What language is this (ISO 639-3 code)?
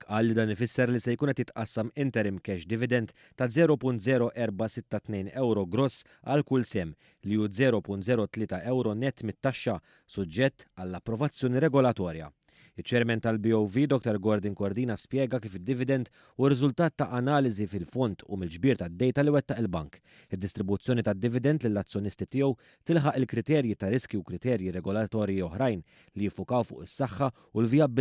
mlt